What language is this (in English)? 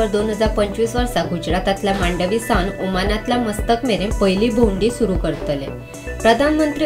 Konkani